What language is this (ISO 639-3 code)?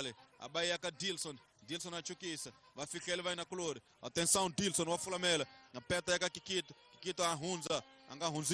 tso